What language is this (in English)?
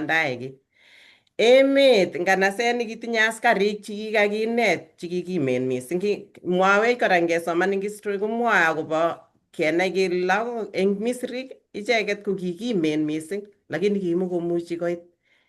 Kalenjin